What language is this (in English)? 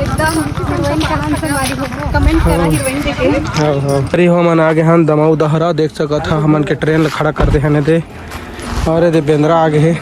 Chhattisgarhi